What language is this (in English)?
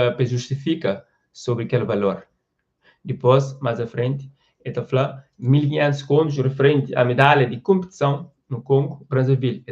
Kabuverdianu